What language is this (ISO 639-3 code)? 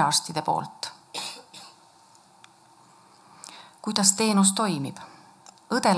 est